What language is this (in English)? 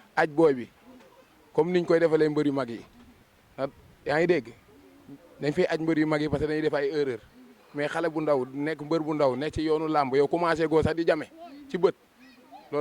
Wolof